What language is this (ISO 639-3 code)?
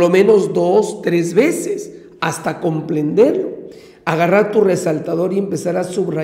spa